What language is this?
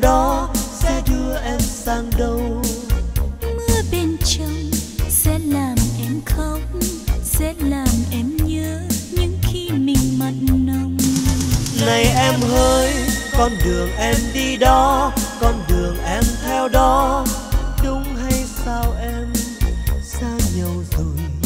Vietnamese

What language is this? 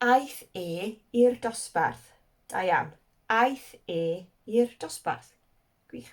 Welsh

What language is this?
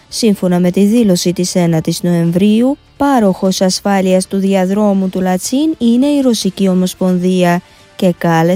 Greek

